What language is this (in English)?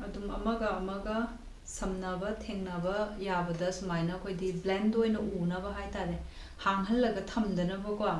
Manipuri